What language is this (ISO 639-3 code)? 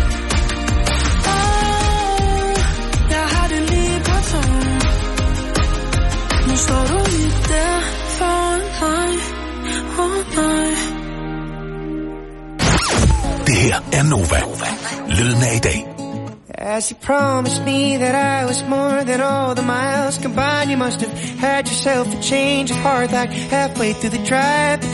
dan